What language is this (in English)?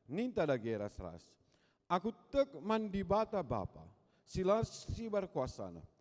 Batak Karo